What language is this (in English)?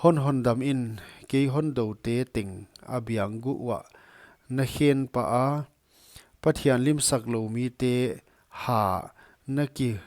Paite Chin